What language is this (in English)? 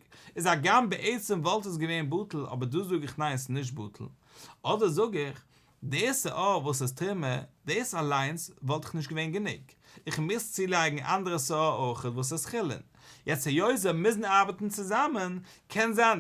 Yiddish